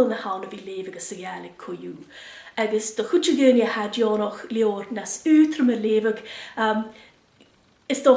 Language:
Scottish Gaelic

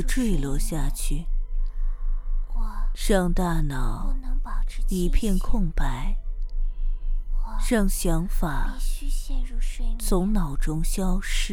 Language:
Chinese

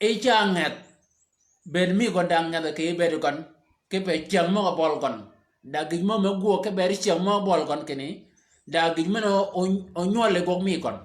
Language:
Shilluk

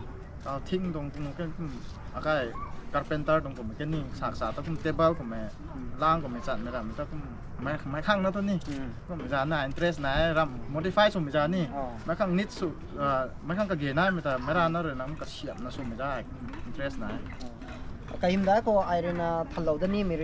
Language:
Rongmei Naga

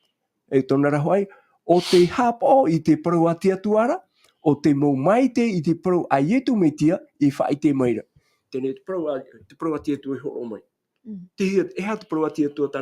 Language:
Tahitian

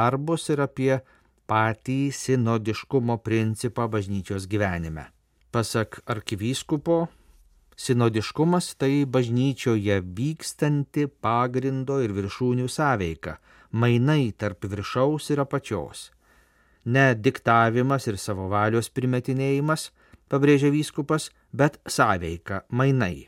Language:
Lithuanian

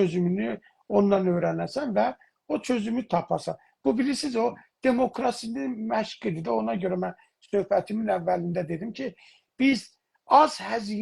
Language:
South Azerbaijani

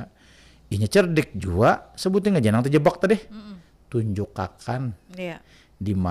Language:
Banjar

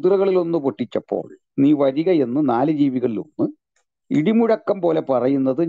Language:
Malayalam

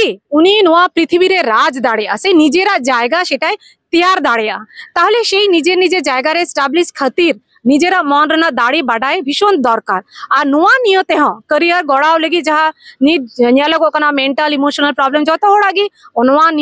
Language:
Santali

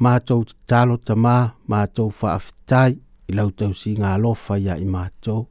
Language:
Samoan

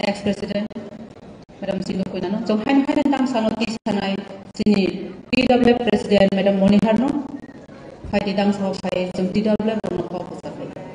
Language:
Kok Borok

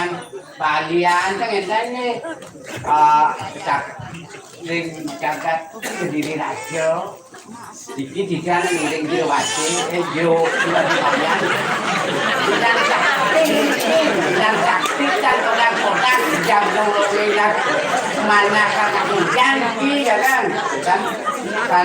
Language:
Balinese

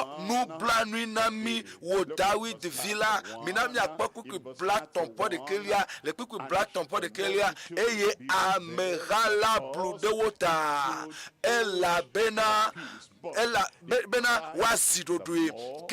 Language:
Ewe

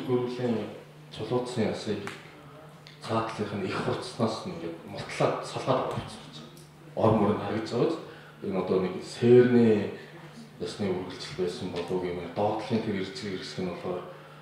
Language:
Mongolian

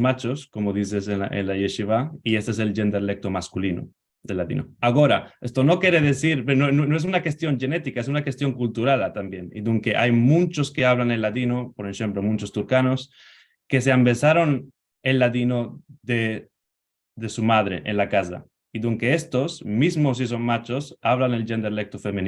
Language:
Ladino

